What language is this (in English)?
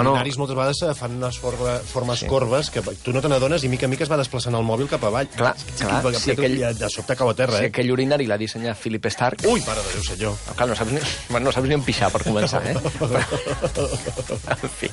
Catalan